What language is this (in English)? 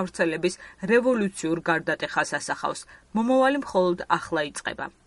Georgian